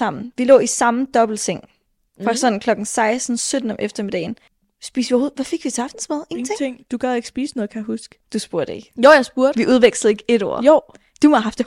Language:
Danish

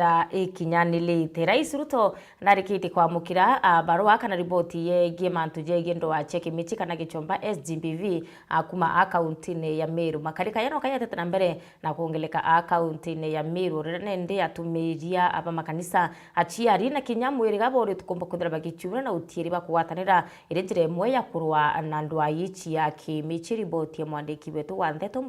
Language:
Meru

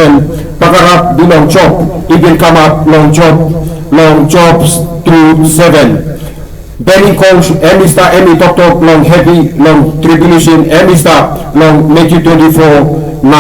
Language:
Tok Pisin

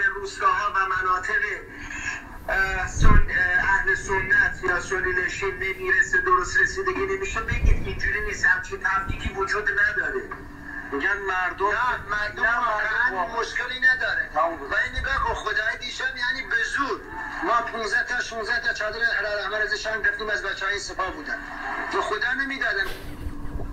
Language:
Persian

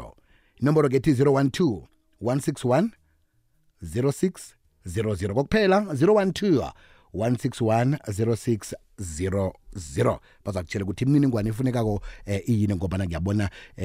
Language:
South Ndebele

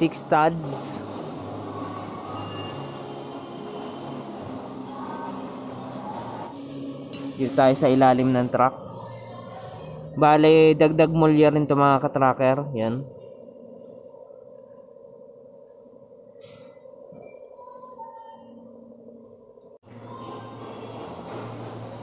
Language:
Filipino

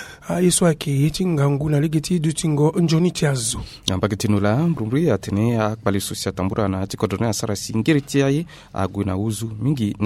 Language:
Sango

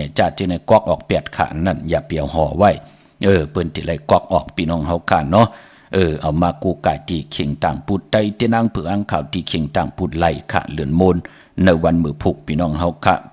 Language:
Shan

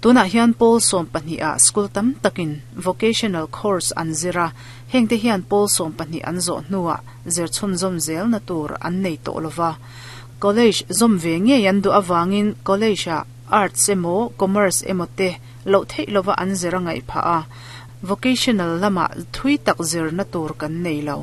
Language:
Mizo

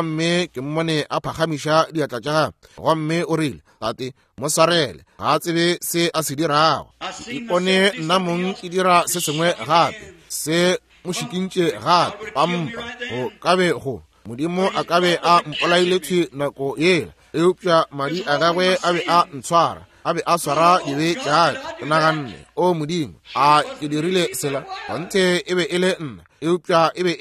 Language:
Northern Sotho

